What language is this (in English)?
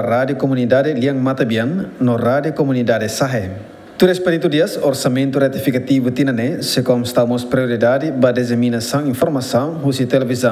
Tetum